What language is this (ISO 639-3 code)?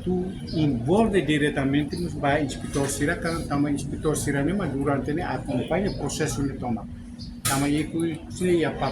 tet